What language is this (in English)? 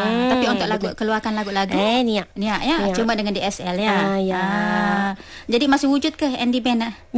Malay